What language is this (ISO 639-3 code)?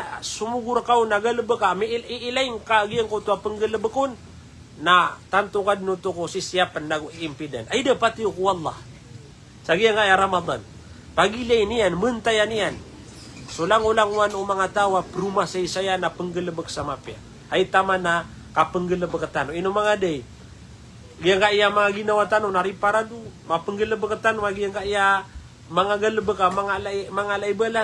mrw